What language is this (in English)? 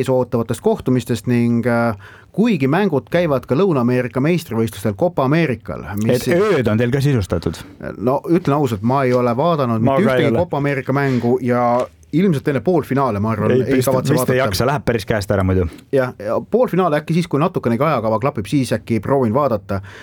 Estonian